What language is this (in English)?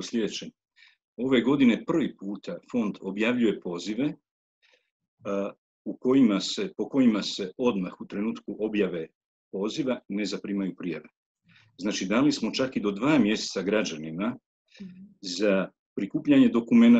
Croatian